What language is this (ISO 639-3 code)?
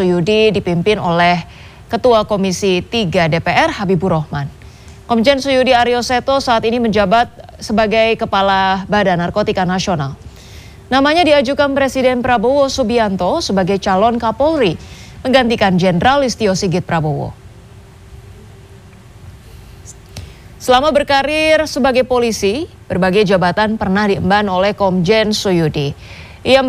ind